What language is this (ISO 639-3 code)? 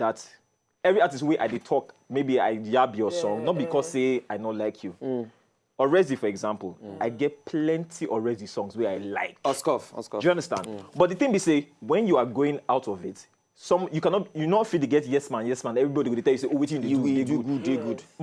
pcm